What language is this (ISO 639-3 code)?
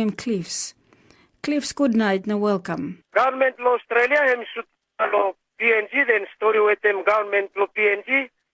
tpi